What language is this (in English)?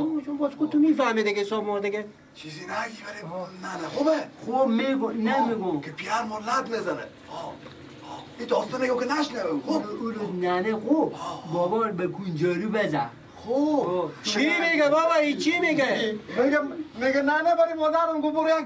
Persian